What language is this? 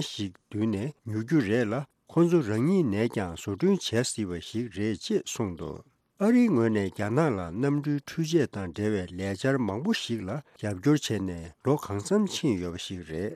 Tibetan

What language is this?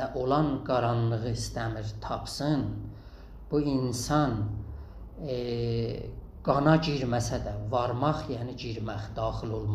South Azerbaijani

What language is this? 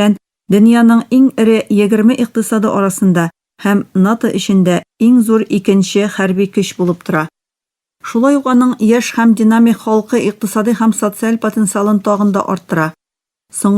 Tatar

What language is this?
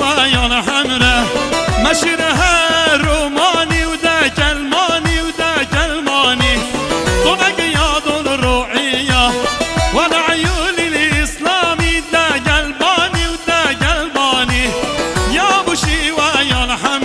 Kurdish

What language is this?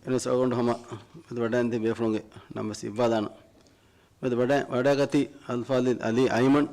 Divehi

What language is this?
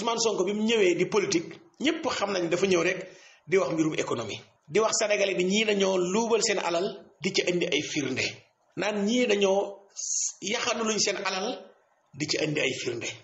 Wolof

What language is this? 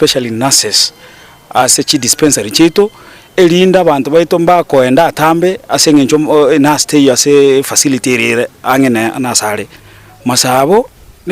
Gusii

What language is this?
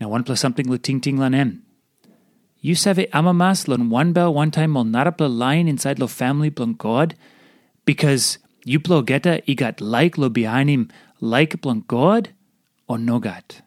Tok Pisin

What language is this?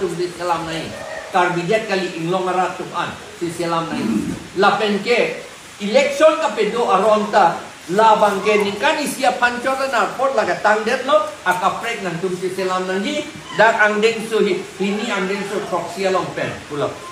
Karbi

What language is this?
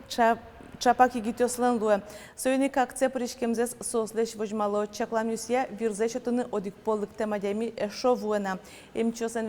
Udmurt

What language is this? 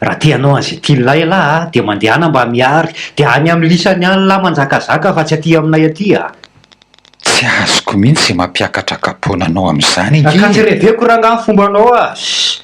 Malagasy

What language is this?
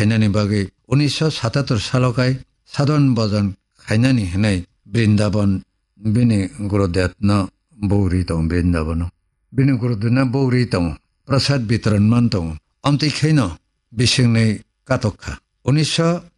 Kok Borok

